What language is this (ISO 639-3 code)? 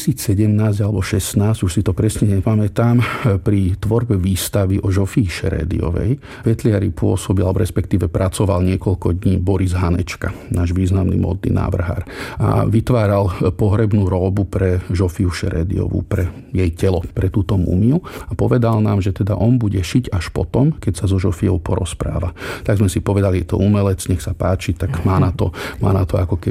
slk